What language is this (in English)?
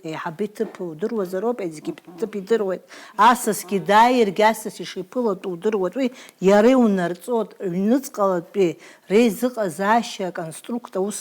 Abkhazian